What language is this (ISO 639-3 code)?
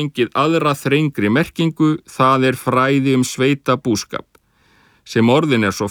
isl